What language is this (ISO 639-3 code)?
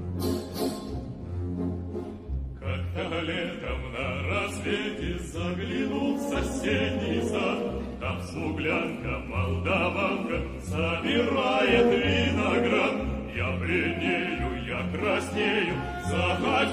rus